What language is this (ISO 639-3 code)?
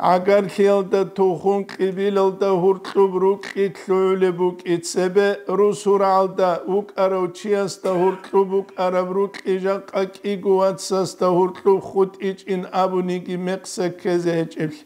ava